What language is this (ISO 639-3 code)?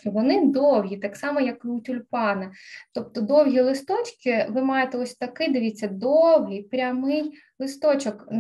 ukr